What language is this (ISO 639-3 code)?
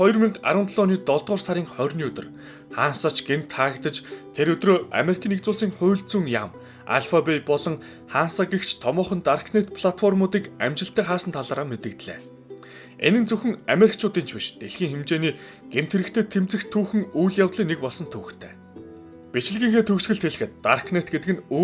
mon